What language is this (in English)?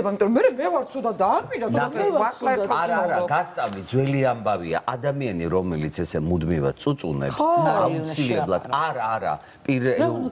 Georgian